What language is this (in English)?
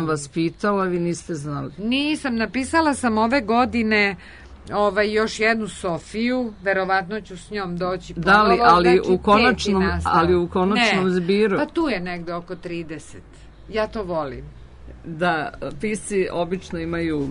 Serbian